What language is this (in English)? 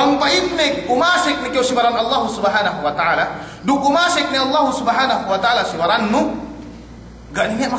Yakan